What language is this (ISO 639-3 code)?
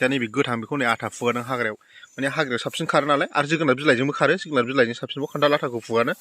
brx